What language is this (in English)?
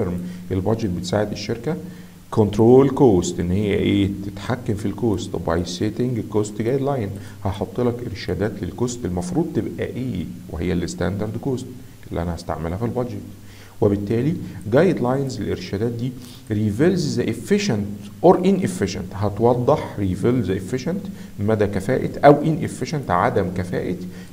Egyptian Arabic